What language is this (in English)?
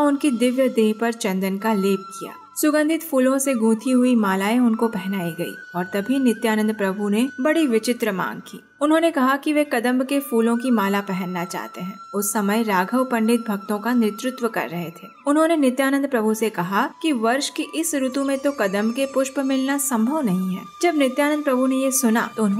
Hindi